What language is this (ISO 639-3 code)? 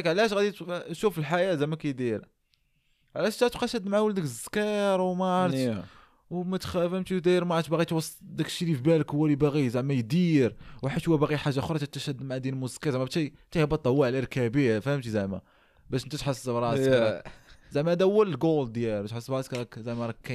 ary